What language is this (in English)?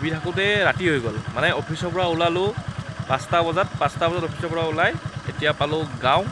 Assamese